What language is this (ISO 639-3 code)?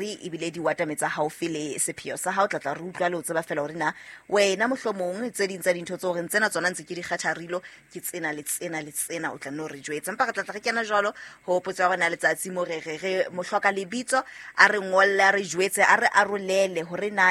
sot